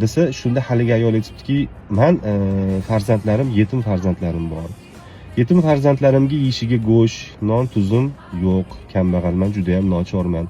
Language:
Uzbek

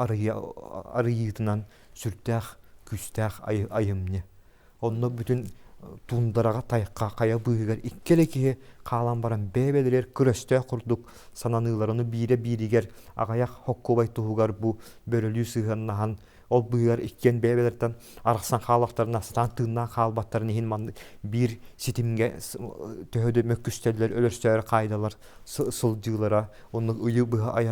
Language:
Yakut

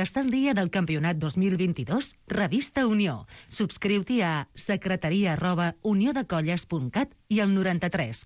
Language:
Catalan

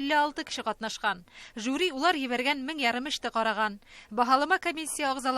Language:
Bashkir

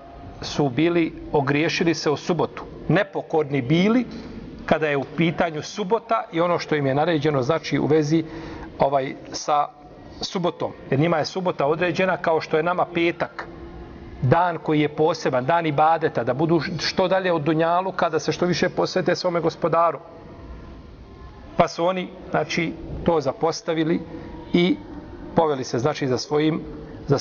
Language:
Bosnian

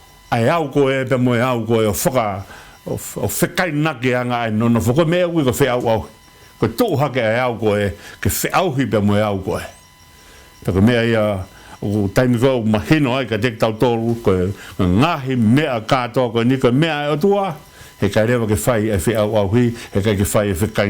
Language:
Tongan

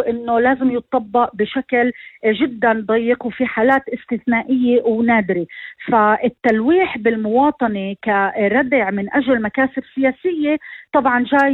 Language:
North Levantine Arabic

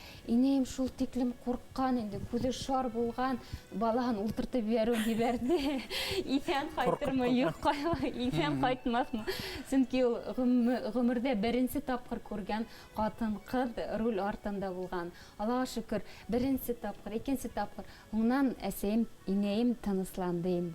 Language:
Bashkir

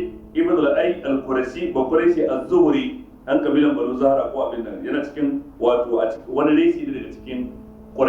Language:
Hausa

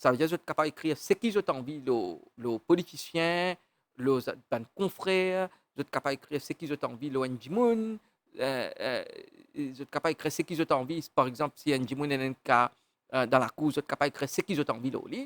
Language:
Morisyen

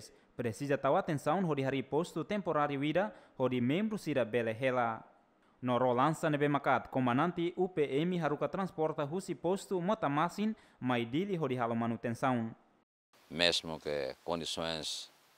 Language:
Tetum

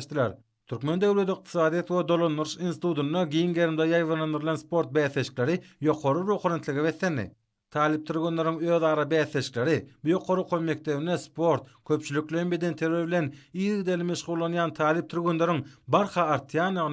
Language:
Turkmen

